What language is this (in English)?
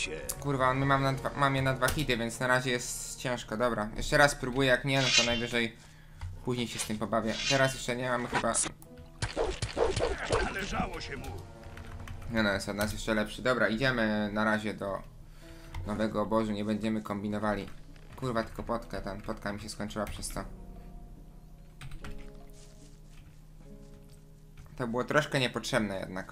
Polish